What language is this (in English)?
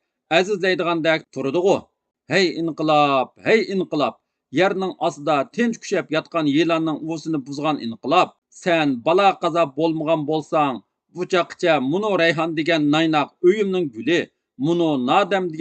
Uyghur